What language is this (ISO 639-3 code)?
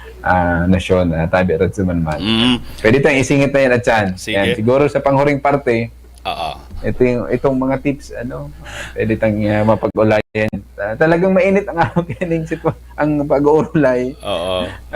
bik